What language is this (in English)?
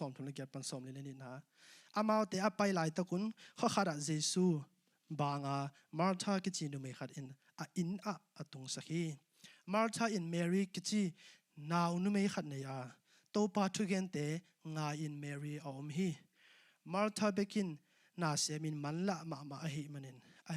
Tedim Chin